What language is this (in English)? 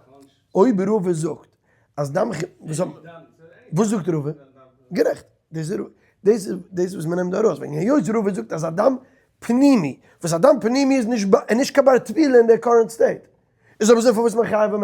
Yiddish